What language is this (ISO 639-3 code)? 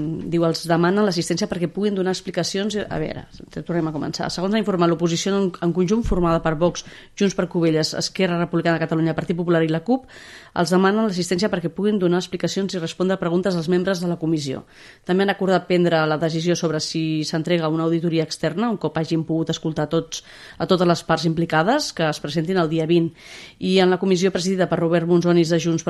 cat